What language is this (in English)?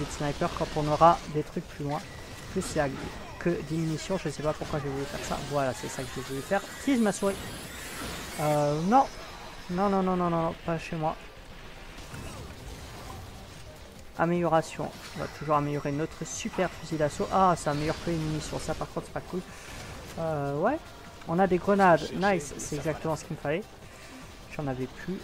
French